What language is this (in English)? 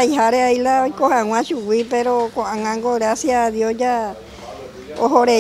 Guarani